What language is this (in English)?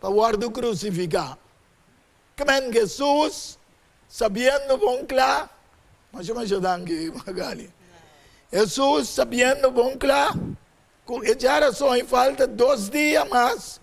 Papiamento